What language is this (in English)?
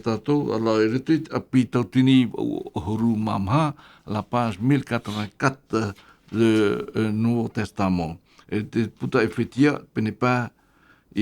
Tahitian